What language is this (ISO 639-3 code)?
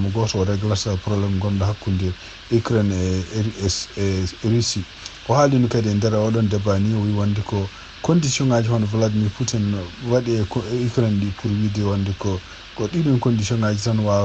ful